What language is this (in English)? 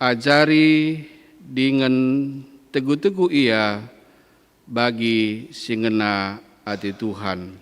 Batak Karo